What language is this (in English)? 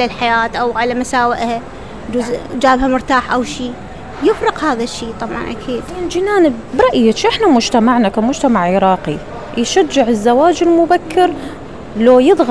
Mesopotamian Arabic